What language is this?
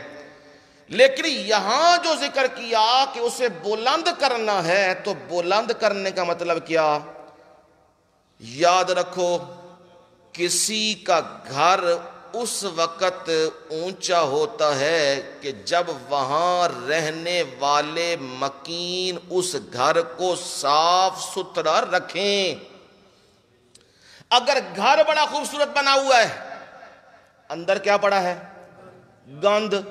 Urdu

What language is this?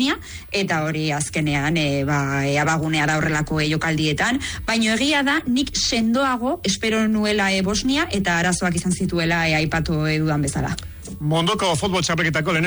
Basque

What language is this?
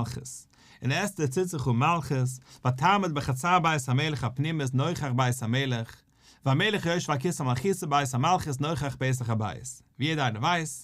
Yiddish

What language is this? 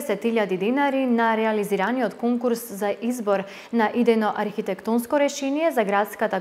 Macedonian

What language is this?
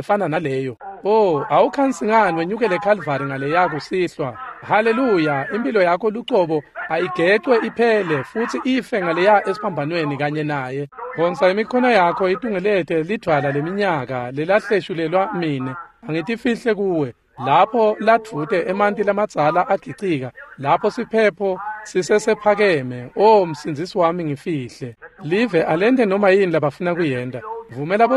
Swati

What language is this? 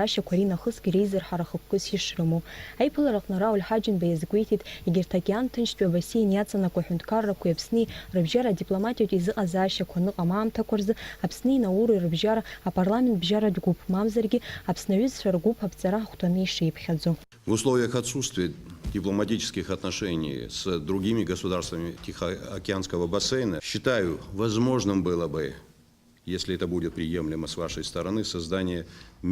Abkhazian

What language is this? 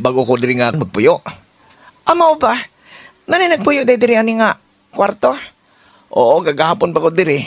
Cebuano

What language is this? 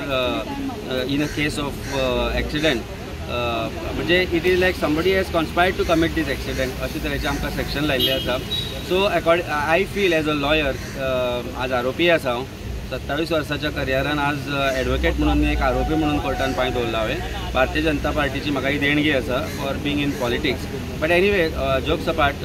Konkani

